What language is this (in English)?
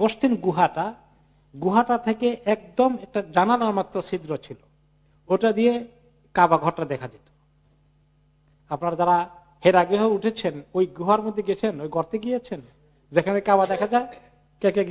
Bangla